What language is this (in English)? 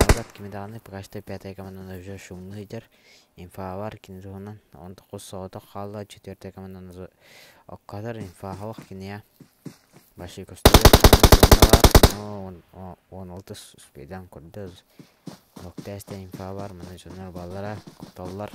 Yakut